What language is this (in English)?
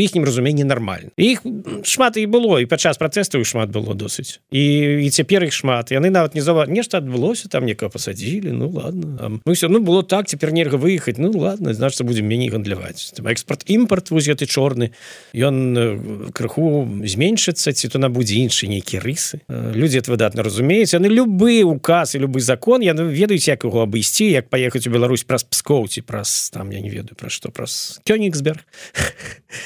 Belarusian